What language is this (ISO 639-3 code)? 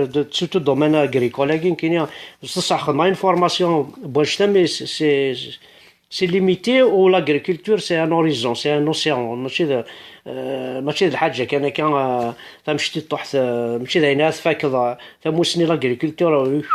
kab